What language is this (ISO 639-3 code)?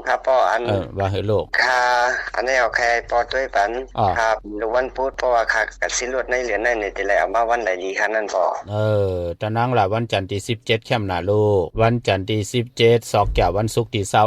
shn